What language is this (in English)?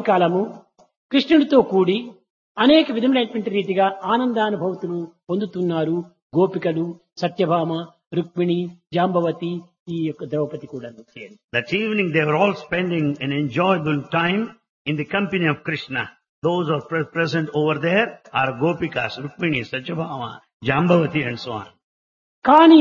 Telugu